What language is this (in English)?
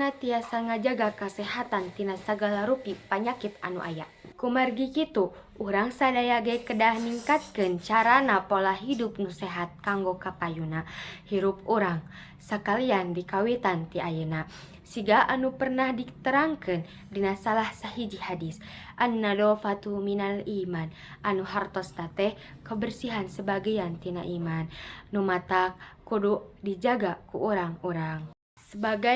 Sundanese